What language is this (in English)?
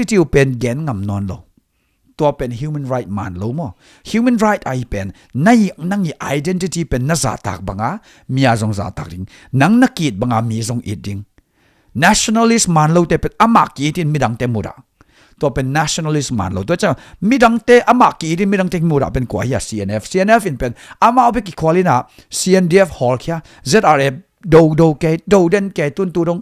Tedim Chin